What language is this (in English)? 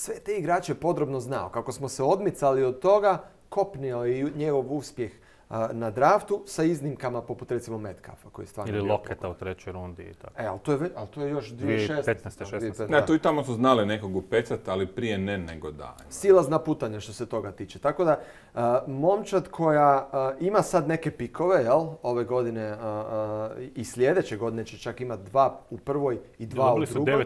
Croatian